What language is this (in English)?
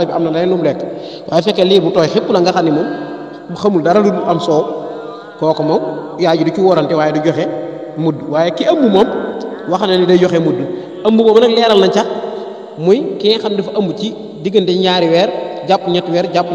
Wolof